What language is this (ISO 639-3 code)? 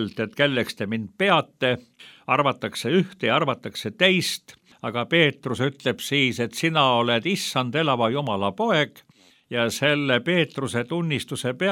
est